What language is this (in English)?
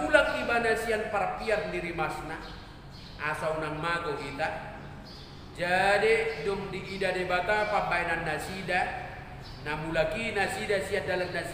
Batak Toba